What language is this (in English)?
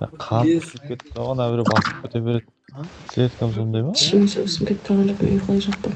Kara-Kalpak